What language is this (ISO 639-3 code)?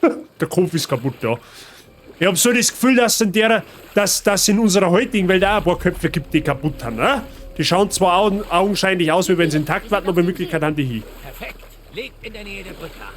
bar